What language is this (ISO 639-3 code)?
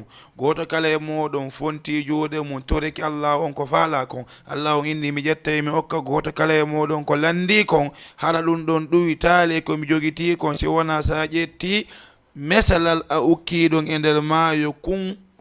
ful